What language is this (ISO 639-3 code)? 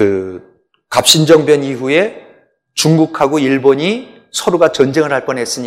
kor